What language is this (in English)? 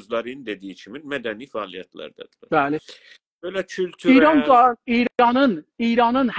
South Azerbaijani